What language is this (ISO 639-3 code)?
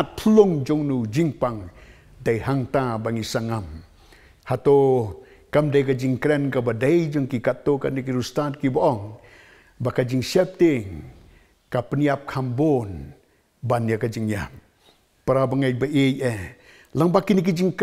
kha